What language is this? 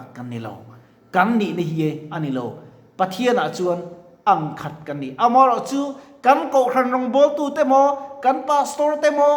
Mizo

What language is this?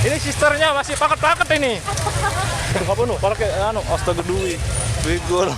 Sasak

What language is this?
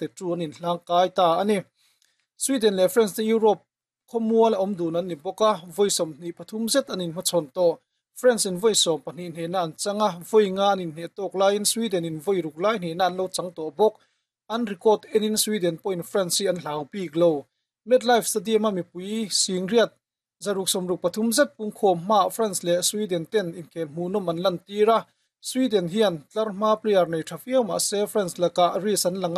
Mizo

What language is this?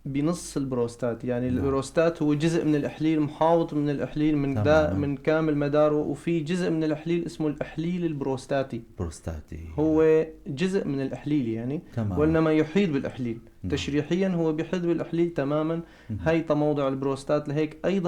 North Levantine Arabic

